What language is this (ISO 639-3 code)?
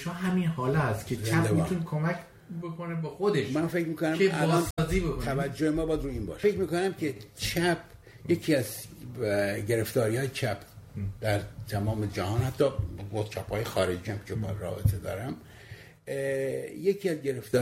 fas